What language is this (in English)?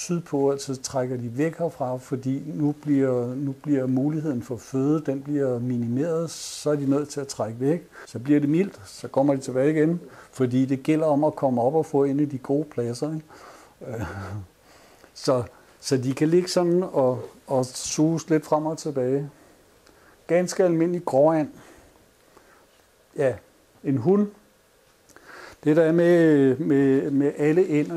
Danish